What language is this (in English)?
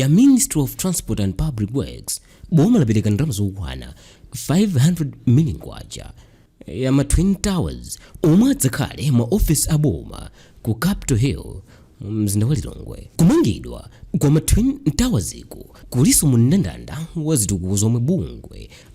Nyanja